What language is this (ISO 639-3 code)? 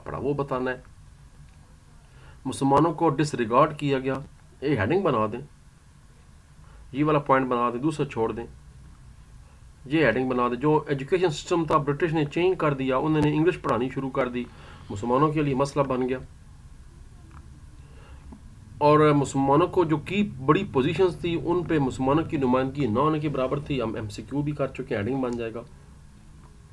urd